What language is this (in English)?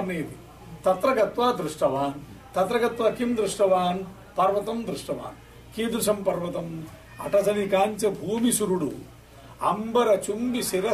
Sanskrit